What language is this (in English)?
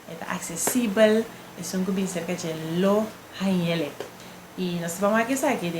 Papiamento